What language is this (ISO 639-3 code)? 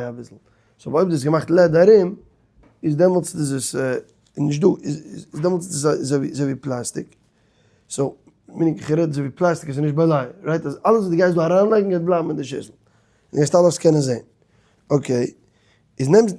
yid